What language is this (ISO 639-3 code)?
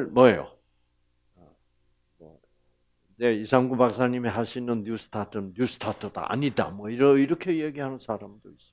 kor